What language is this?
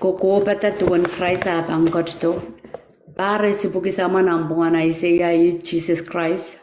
Pohnpeian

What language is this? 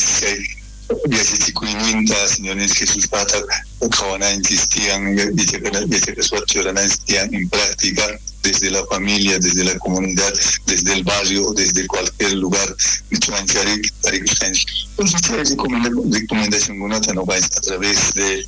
Spanish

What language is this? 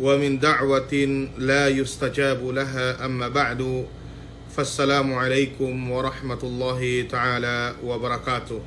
Yakan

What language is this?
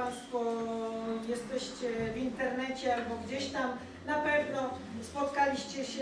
Polish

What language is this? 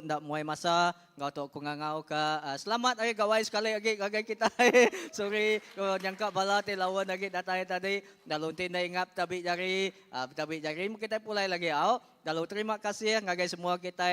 Iban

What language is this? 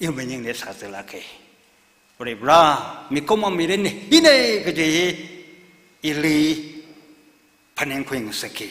Tangkhul Naga (India)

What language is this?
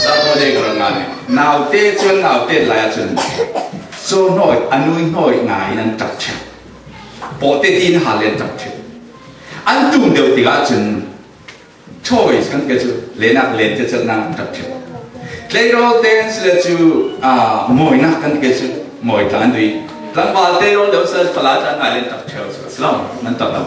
Falam Chin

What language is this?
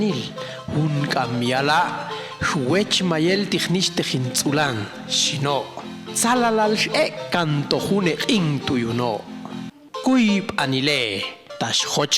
Popti'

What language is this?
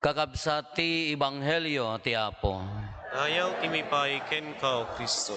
Iloko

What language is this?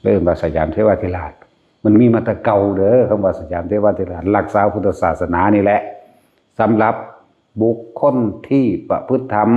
Northeastern Thai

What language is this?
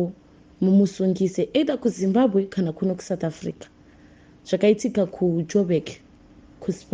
Shona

